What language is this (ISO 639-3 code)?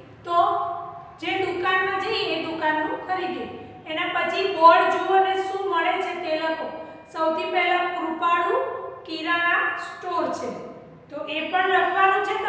guj